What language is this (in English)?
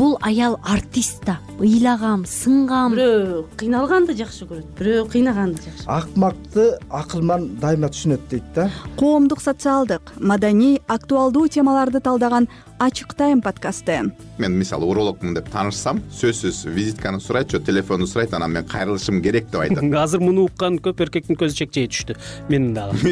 Kyrgyz